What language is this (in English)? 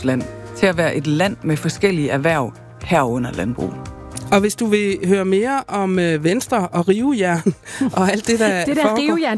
Danish